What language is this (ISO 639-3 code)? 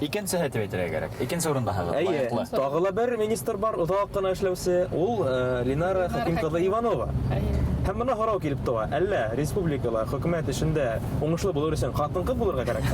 bak